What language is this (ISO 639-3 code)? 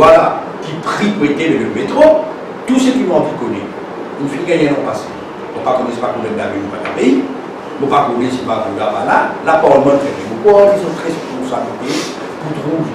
mfe